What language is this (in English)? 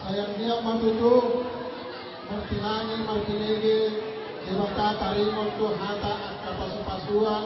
Batak Toba